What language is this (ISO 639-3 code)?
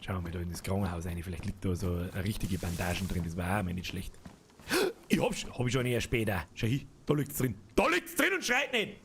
bar